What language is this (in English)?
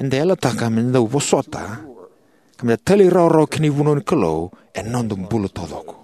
Fijian